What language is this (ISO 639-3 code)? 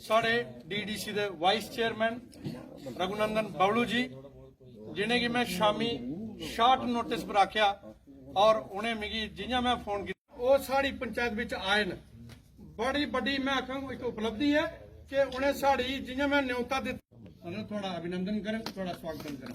doi